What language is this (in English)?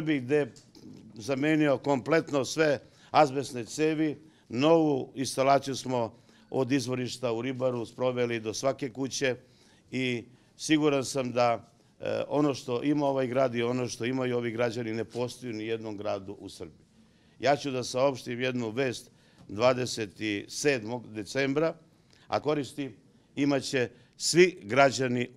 Serbian